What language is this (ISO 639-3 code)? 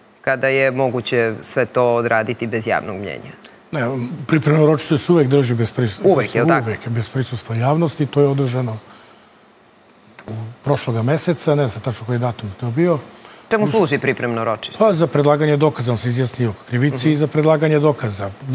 srp